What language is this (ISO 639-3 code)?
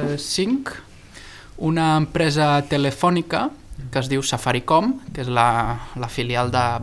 cat